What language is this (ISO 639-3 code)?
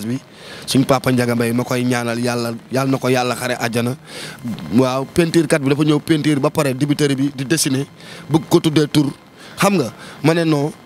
wol